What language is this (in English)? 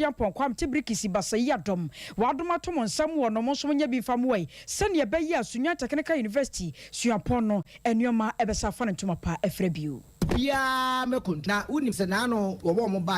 Akan